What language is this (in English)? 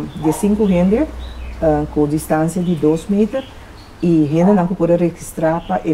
Papiamento